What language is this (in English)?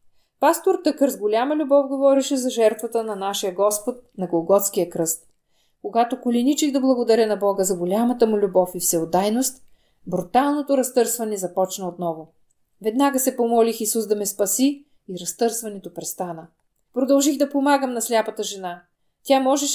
Bulgarian